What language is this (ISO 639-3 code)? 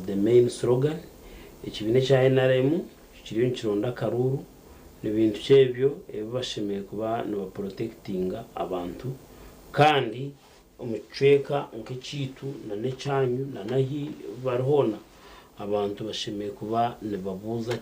nyn